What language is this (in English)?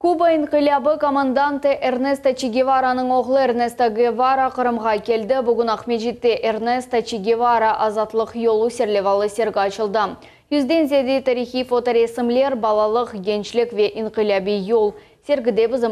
Crimean Tatar